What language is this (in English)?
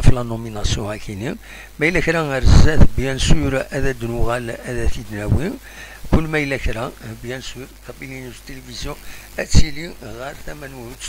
Kabyle